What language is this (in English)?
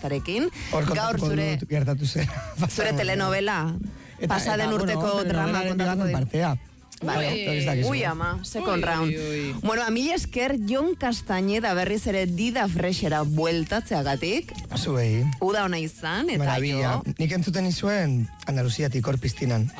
Basque